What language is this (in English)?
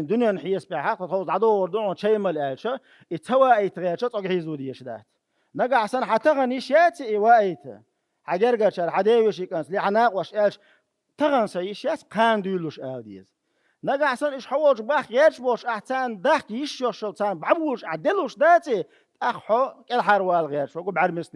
Chechen